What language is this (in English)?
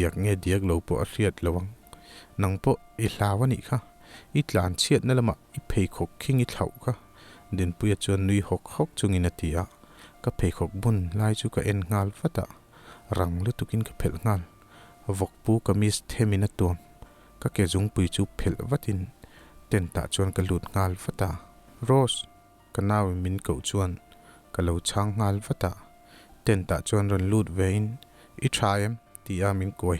Mizo